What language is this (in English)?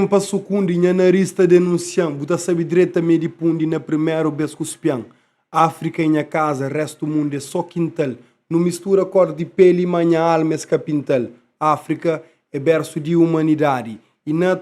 Kabuverdianu